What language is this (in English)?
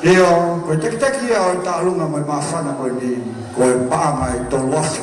Tongan